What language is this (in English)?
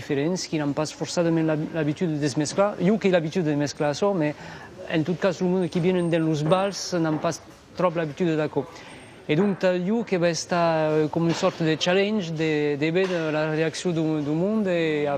Occitan